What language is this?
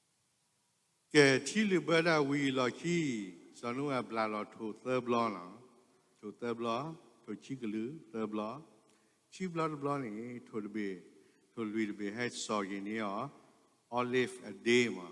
S'gaw Karen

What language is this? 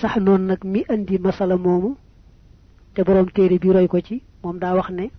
Wolof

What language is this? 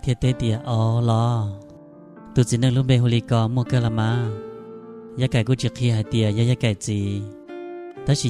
Hmong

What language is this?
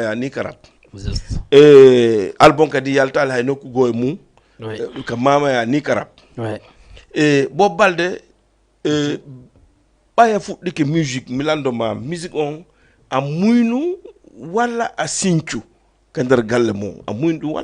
Fula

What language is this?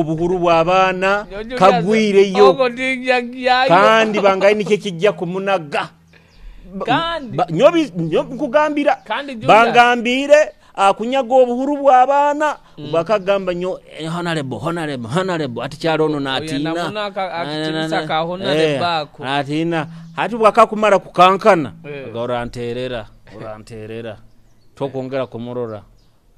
Nyoro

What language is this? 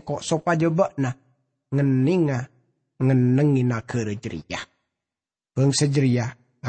Madurese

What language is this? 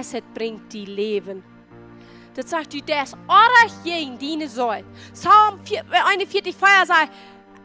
Plautdietsch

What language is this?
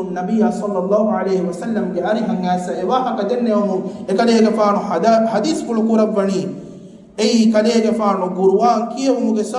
Divehi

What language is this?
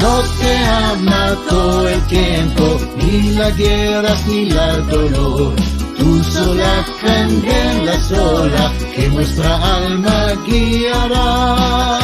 Ladino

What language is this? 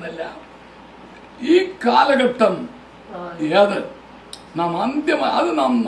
Malayalam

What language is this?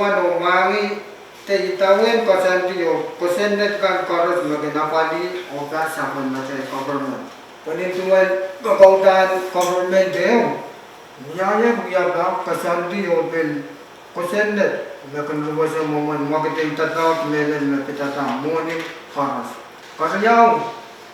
Pohnpeian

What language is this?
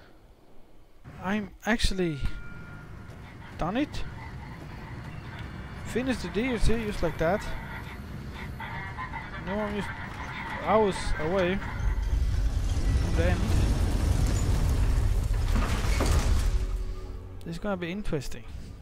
English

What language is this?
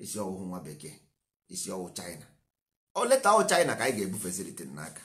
Igbo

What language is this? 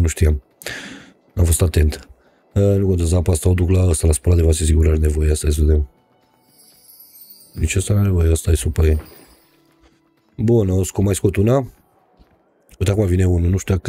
Romanian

